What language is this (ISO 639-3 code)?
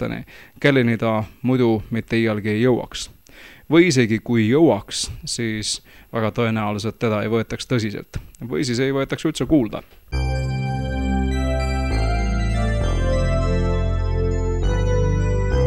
est